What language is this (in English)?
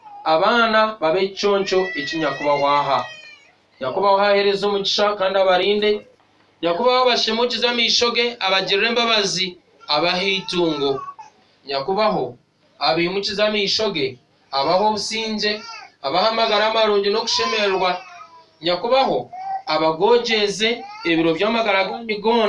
Shona